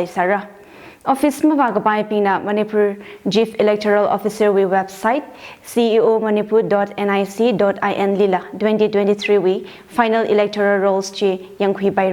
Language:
Tangkhul Naga (India)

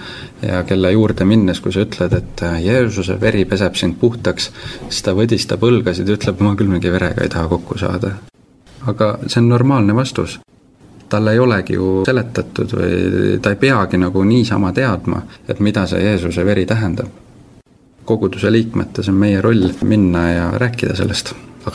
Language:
Estonian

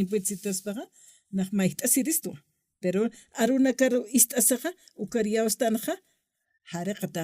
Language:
Aymara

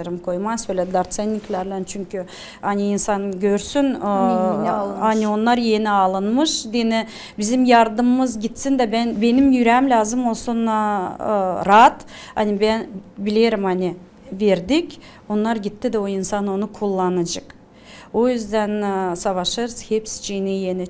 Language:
Gagauz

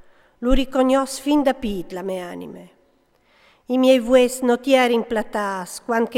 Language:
Friulian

